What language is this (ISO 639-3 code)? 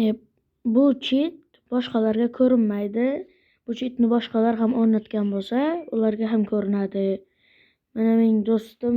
uzb